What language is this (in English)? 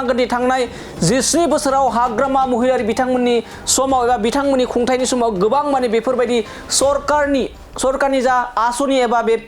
Bodo